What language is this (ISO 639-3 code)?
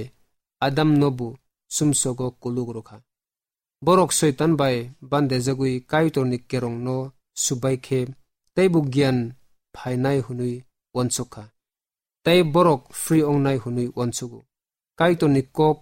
trp